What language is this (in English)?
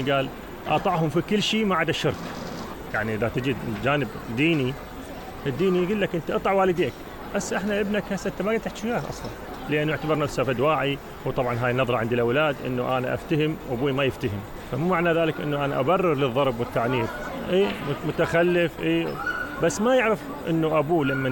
Mesopotamian Arabic